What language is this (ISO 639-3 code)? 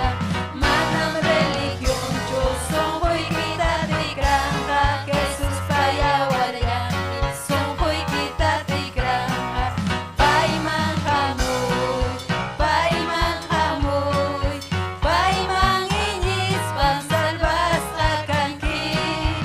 quy